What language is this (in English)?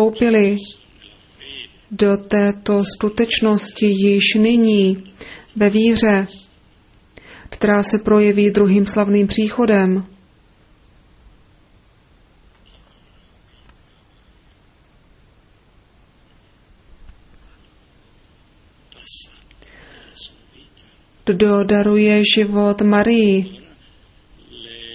Czech